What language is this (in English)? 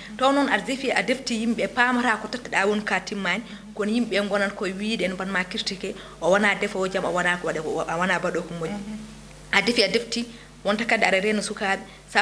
Fula